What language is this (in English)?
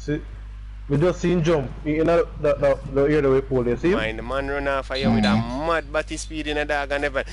Jamaican Creole English